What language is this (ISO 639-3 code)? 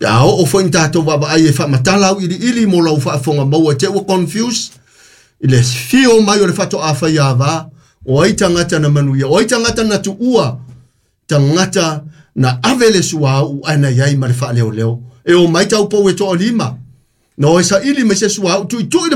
smo